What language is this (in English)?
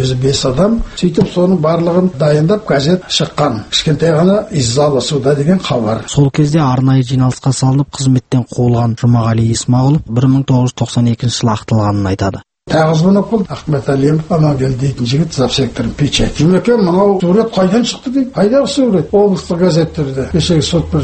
Kazakh